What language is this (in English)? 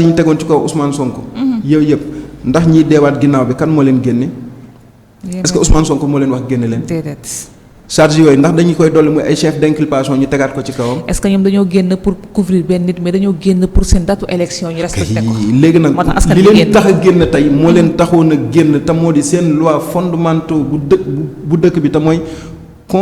Wolof